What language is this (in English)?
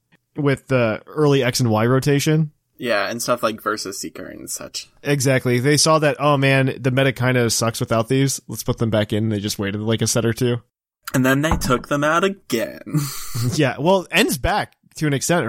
English